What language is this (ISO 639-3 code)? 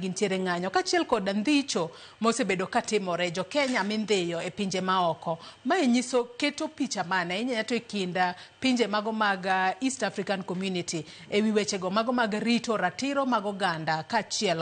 luo